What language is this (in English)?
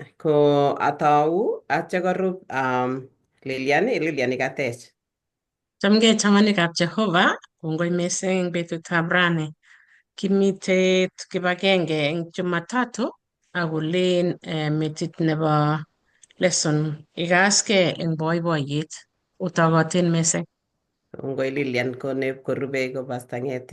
Kalenjin